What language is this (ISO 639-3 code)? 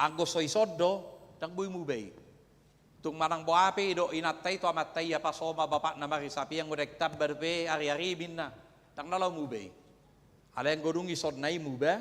bbc